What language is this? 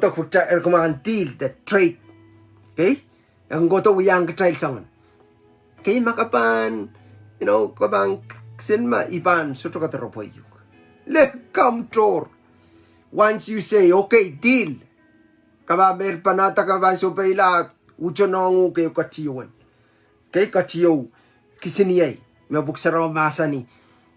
Pohnpeian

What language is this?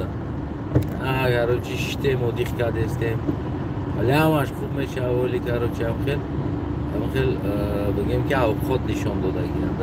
Tajik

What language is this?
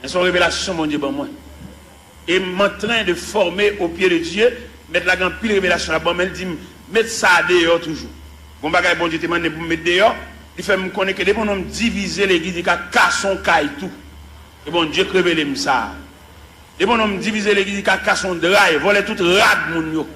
Haitian Creole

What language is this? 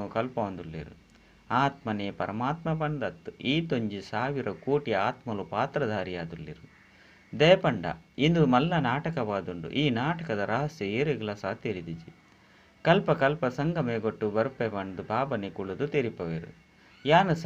Tulu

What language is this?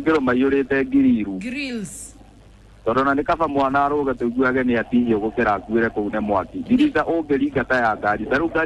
Kikuyu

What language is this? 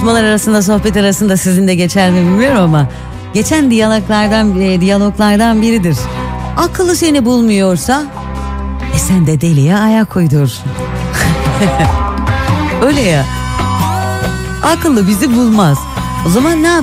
Turkish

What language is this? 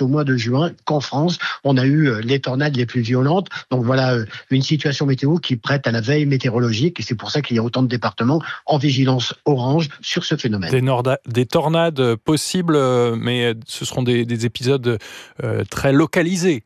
French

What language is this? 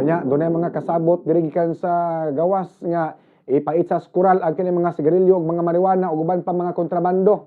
Cebuano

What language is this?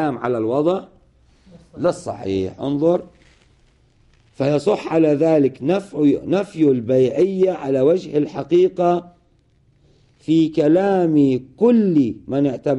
Arabic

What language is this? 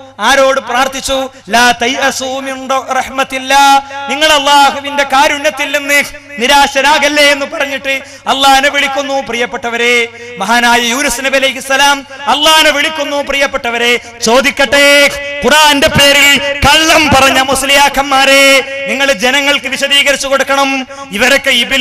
Malayalam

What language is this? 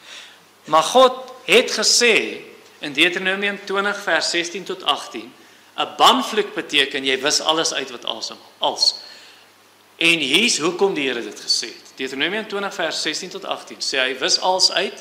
Afrikaans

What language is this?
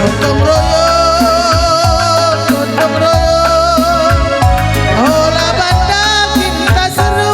Batak Karo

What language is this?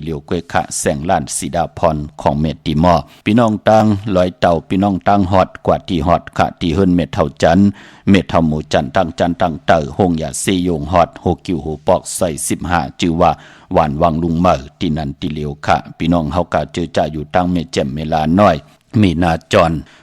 Shan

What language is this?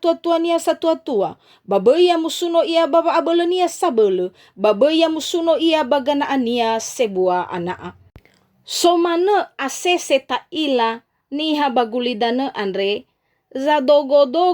Nias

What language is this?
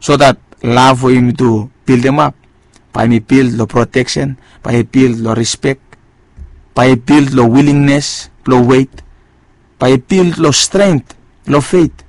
Bislama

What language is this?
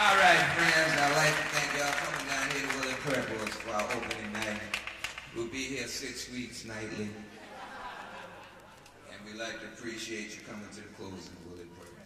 English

